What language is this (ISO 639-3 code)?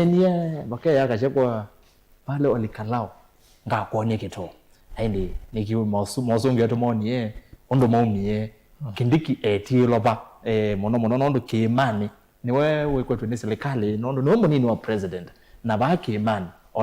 kam